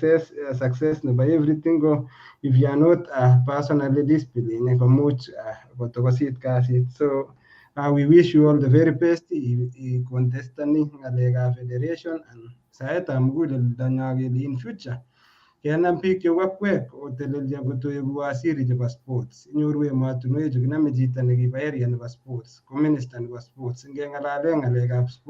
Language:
Kalenjin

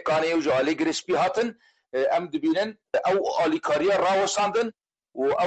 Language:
Kurdish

